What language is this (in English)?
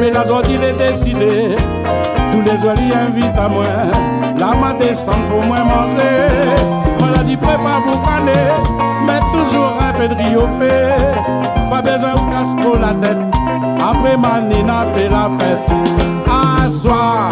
Réunion Creole French